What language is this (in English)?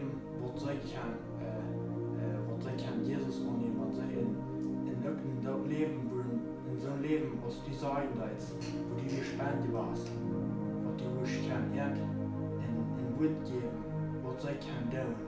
Plautdietsch